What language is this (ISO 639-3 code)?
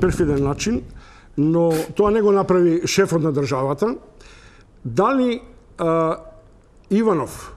mkd